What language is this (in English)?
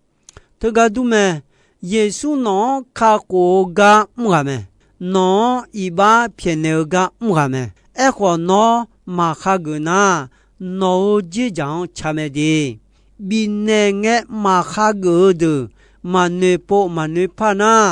Akha